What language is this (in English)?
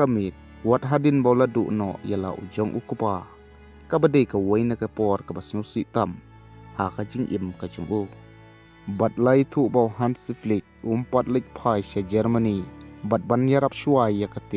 Khasi